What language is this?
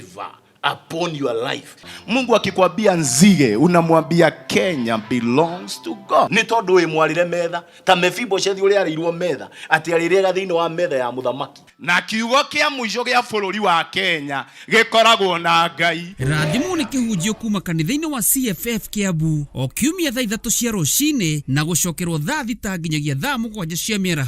Kikuyu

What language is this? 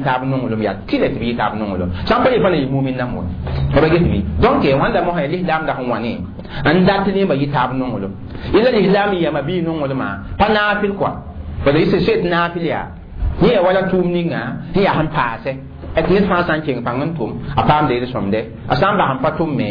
Mossi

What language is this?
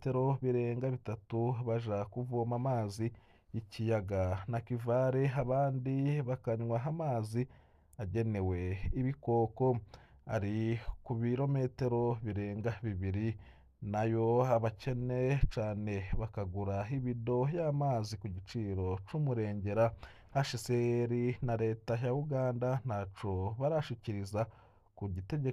Rundi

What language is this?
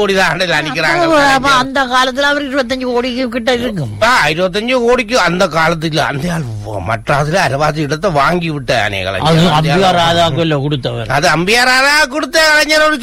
Tamil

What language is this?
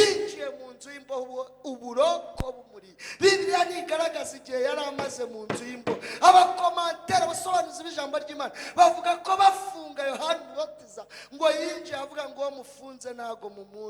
Kinyarwanda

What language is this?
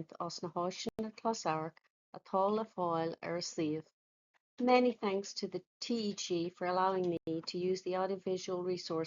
Irish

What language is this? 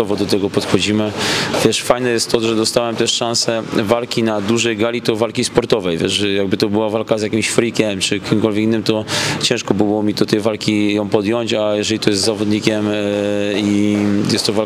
Polish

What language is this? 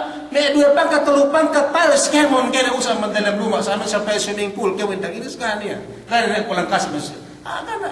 Yakan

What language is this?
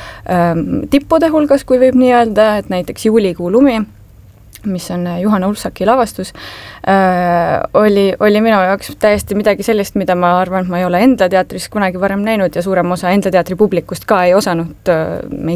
Estonian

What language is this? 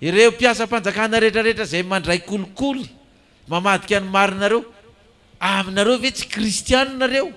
Malagasy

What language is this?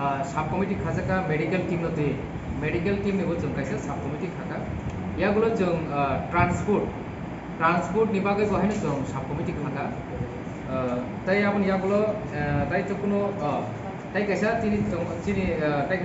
Kok Borok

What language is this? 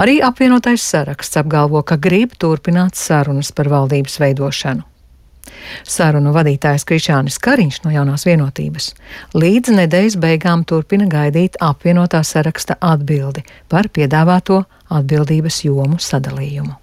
Latvian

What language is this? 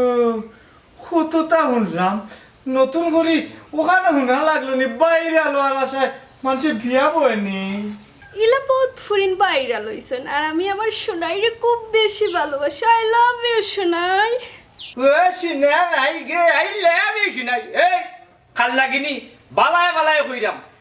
Sylheti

